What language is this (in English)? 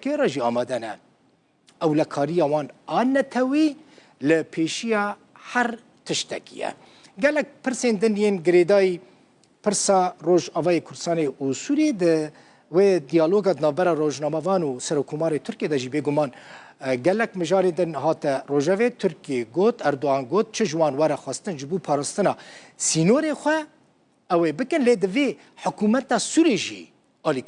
Kurdish